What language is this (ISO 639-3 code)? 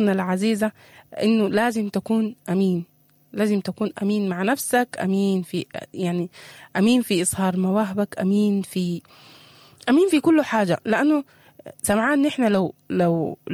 apd